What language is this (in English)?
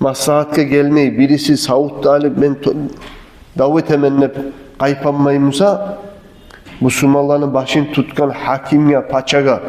Kumyk